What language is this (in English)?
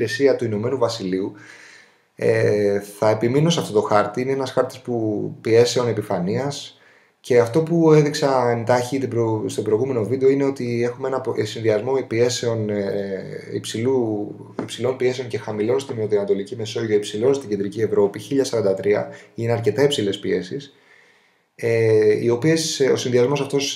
Greek